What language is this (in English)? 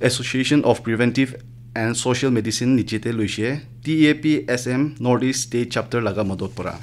Naga Pidgin